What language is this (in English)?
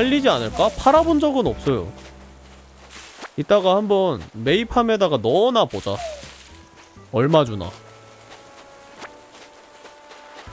Korean